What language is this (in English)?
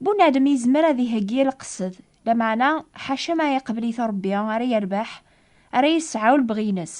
Kabyle